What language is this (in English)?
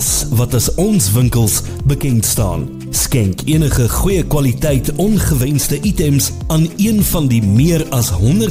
Afrikaans